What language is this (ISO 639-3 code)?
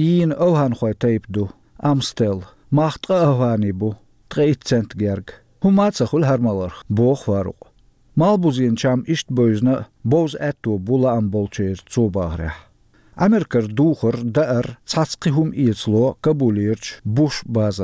che